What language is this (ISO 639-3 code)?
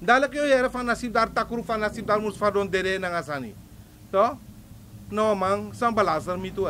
srn